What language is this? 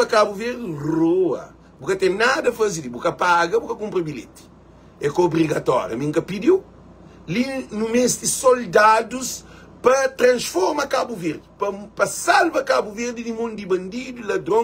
Kabuverdianu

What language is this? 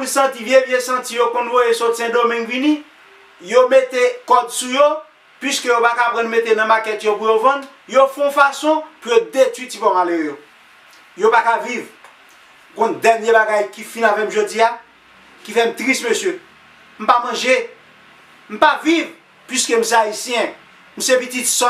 Haitian Creole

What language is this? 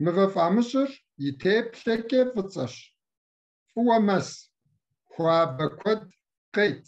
Kabardian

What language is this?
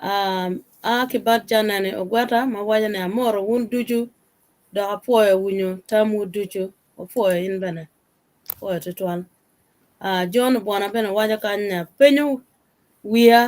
Acoli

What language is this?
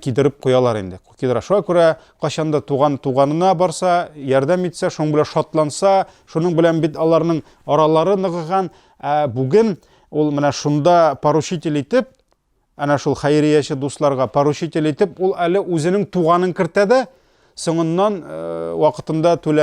Tatar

